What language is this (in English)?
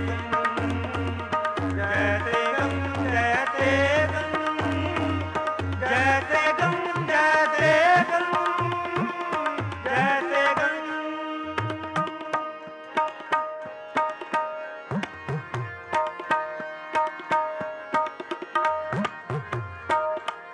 Punjabi